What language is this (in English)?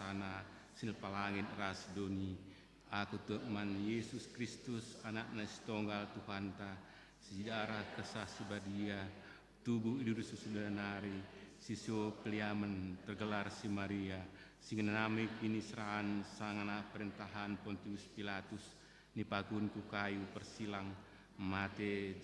Batak Karo